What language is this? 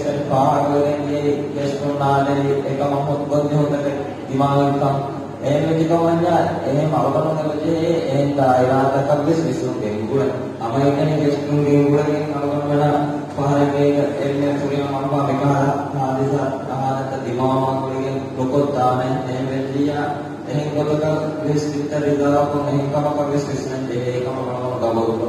Divehi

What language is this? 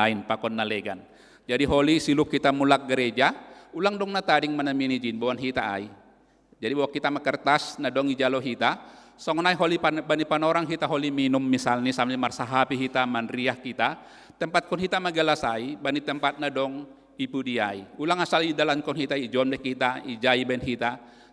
Batak Simalungun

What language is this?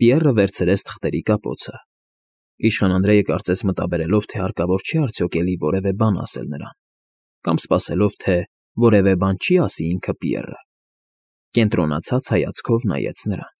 Armenian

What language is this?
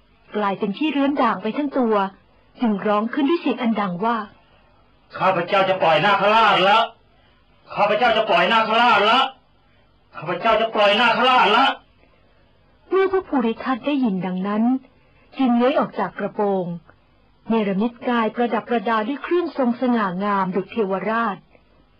Thai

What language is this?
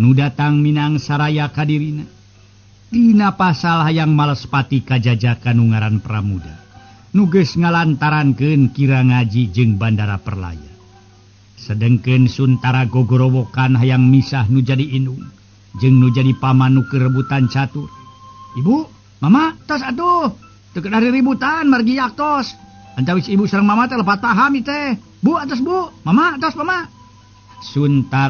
Sundanese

